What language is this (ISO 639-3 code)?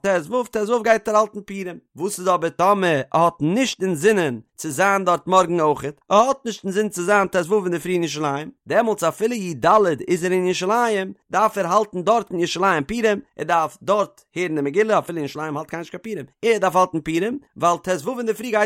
yid